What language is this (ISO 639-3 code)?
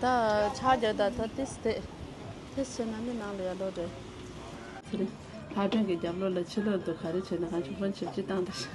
bod